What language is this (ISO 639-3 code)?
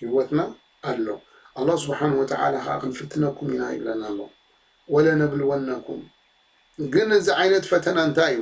tir